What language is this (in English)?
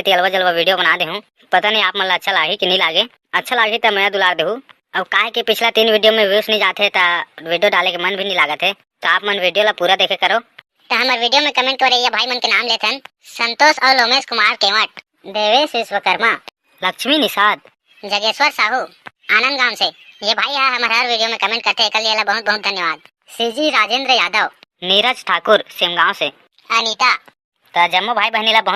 Chhattisgarhi